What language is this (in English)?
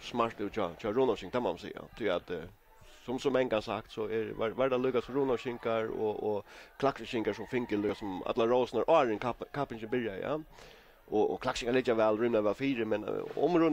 Faroese